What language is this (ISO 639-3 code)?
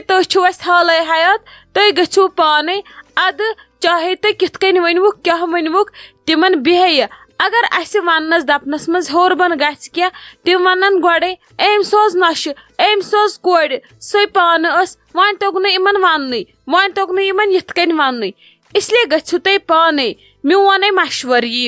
kas